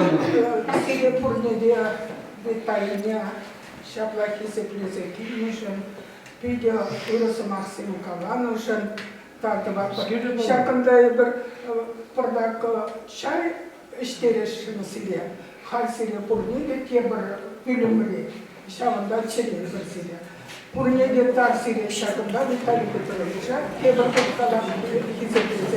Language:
Chuvash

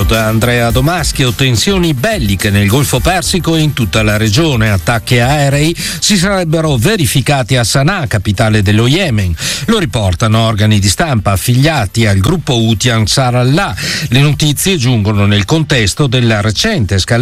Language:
Italian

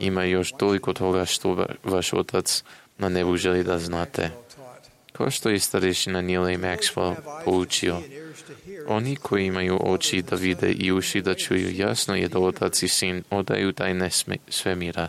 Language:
Serbian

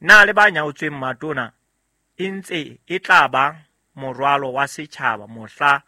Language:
Southern Sotho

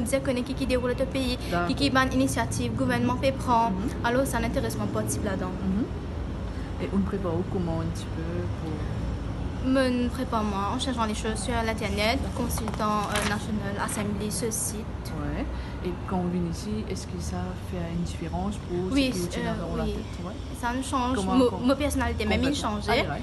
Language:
Morisyen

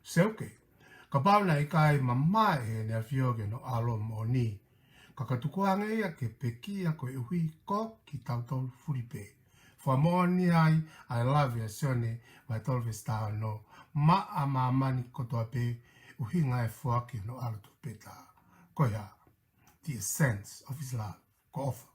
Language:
Tongan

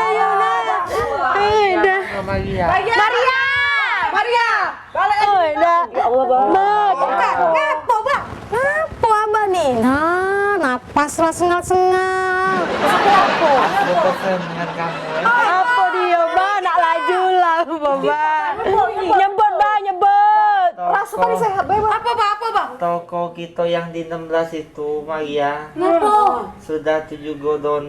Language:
Musi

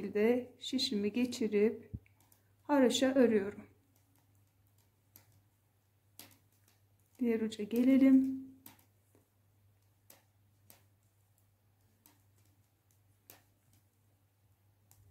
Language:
Turkish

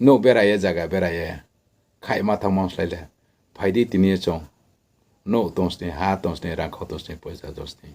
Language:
Riang (India)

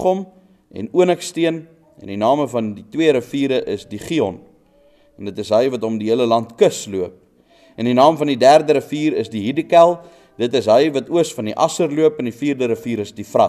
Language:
Afrikaans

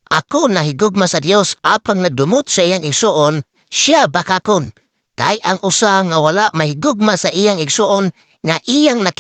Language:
Cebuano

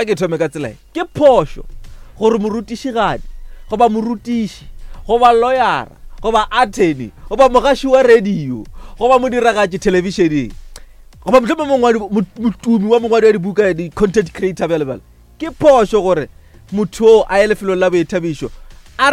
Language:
Northern Sotho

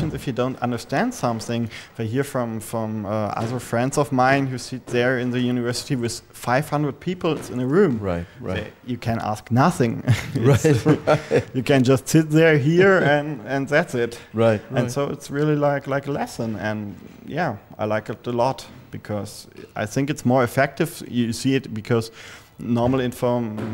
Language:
English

